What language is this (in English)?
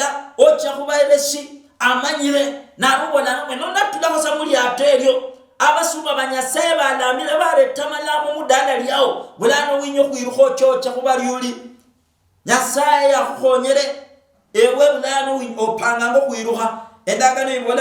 Luyia